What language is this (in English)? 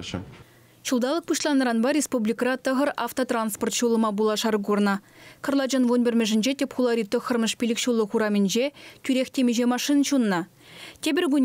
Chuvash